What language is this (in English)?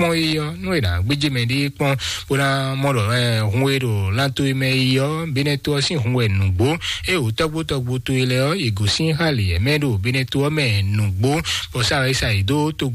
Fon